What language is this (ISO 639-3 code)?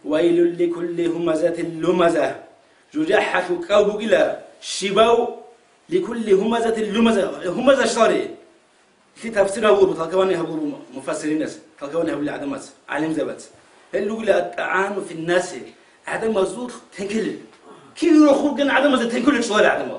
ava